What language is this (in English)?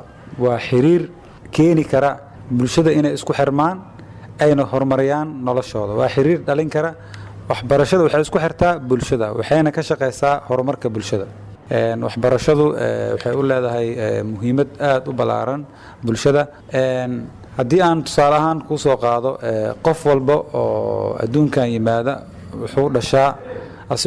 Somali